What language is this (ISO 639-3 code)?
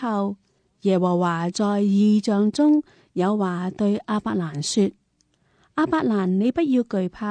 yue